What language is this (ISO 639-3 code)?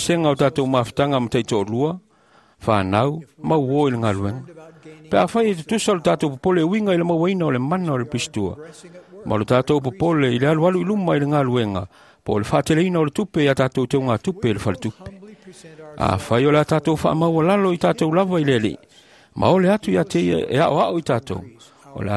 smo